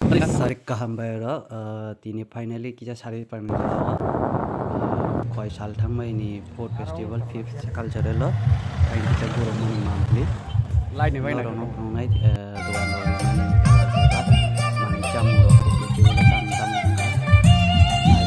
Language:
Kok Borok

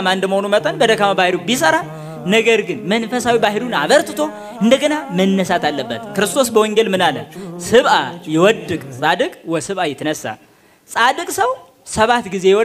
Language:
Amharic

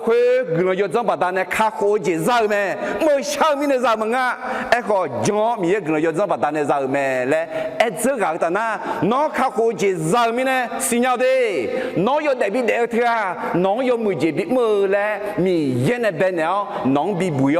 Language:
Akha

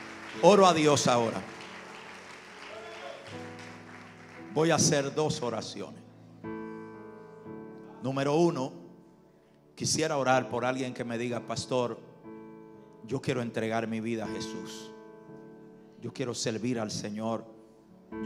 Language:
Spanish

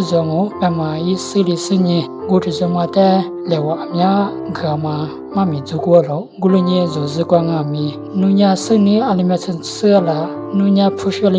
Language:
Lisu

